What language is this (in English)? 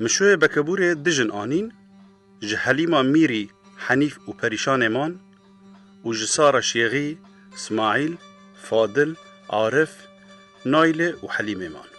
Kurdish